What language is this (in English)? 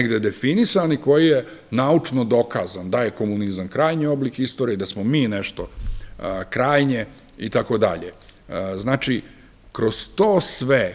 Serbian